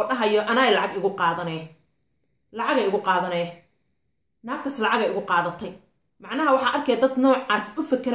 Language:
Somali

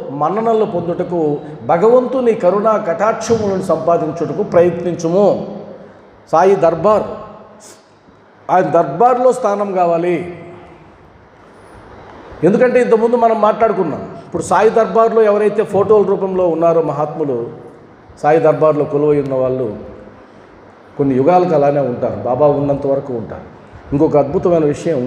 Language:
Telugu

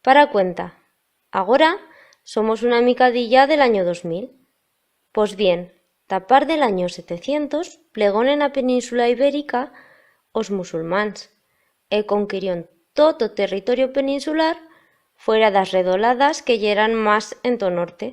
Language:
Aragonese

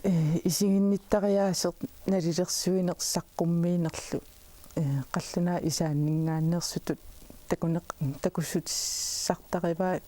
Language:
Kalaallisut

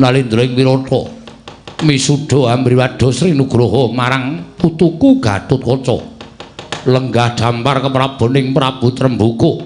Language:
Javanese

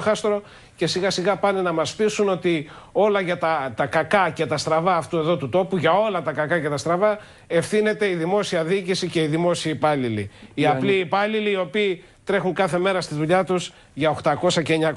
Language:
Greek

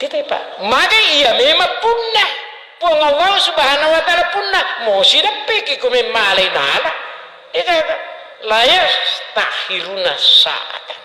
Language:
Buginese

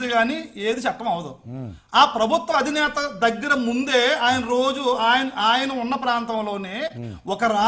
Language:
Telugu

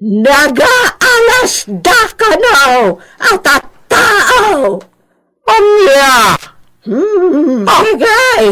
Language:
Iloko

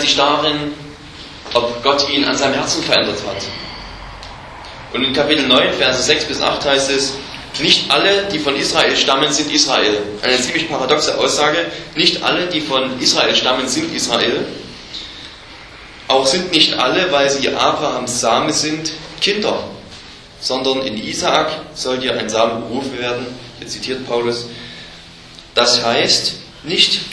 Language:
German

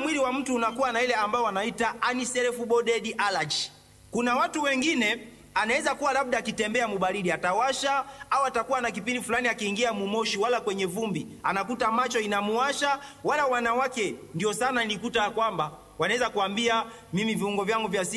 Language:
Swahili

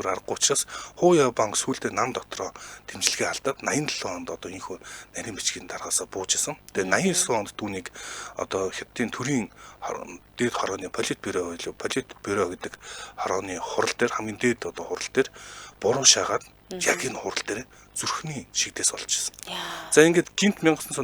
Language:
Mongolian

